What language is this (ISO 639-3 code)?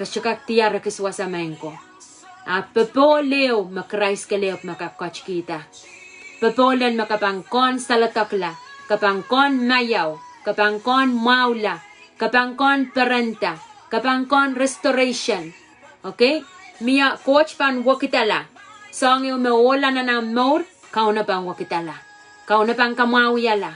pon